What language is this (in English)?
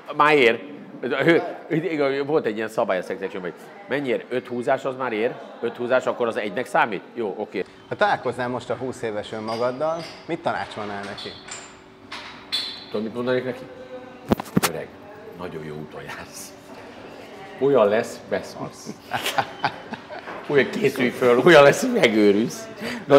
Hungarian